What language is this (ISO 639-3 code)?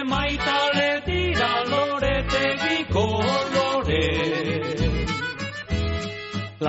eus